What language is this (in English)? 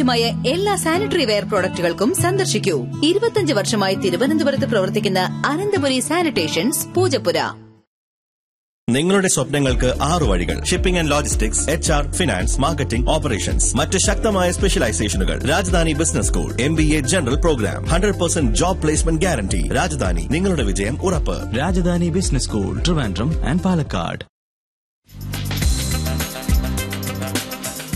Malayalam